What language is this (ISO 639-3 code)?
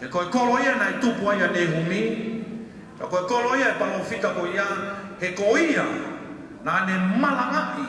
ton